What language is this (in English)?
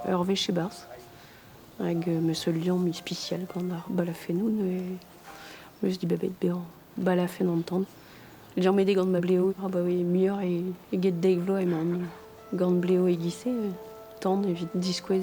Breton